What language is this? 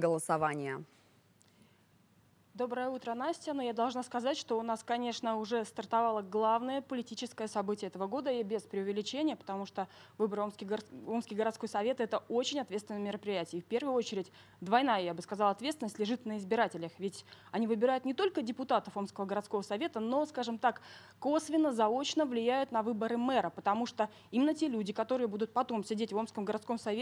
Russian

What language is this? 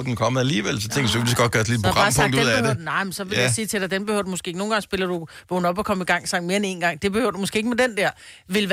Danish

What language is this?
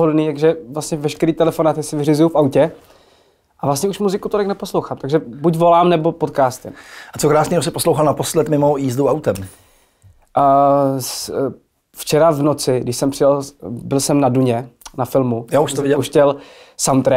Czech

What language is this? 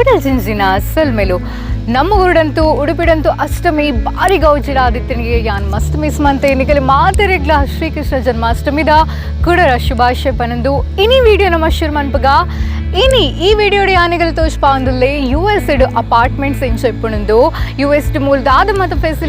Tulu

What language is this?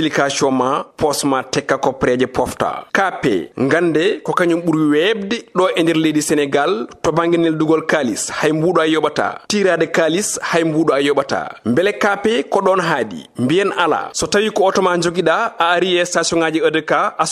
Fula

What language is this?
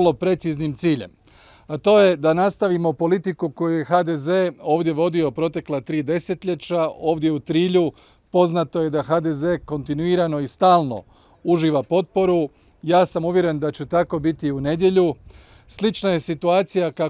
Croatian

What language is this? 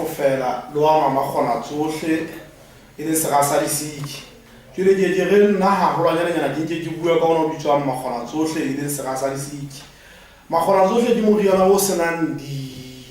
Southern Sotho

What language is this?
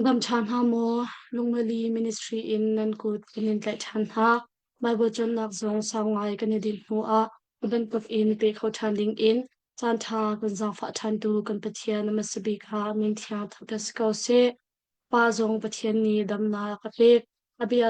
Hakha Chin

